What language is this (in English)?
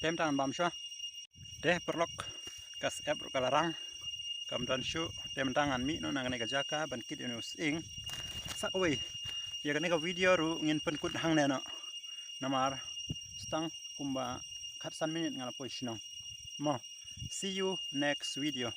Khasi